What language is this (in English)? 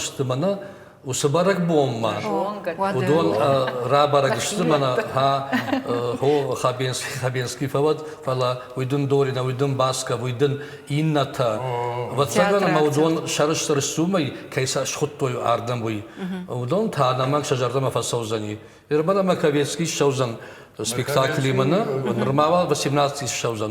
Ossetic